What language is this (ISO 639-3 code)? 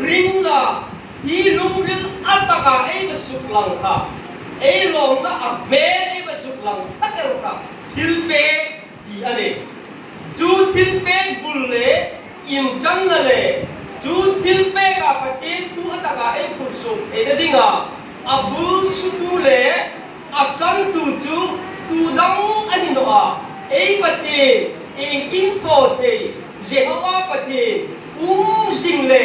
hmr